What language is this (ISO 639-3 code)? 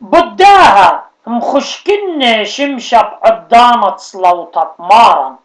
aii